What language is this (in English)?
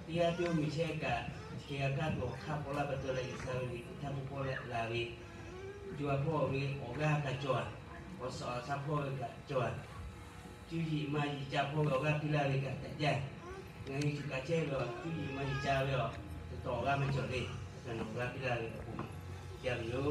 Lahu